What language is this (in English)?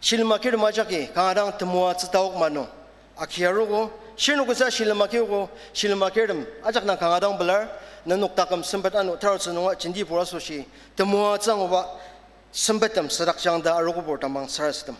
Ao Naga